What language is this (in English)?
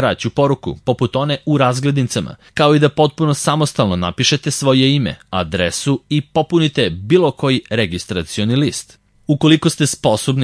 Serbian